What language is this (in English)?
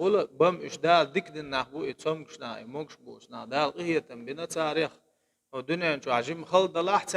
Chechen